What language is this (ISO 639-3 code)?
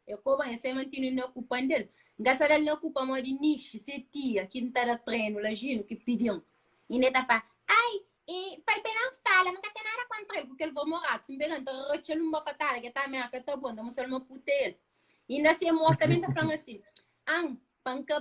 kea